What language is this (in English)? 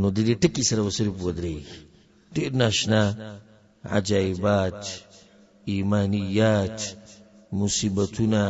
Pashto